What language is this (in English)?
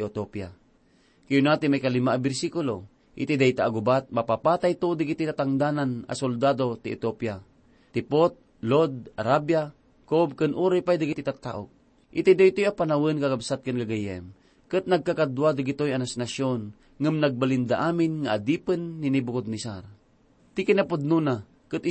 Iloko